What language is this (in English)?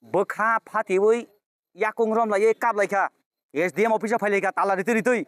Kok Borok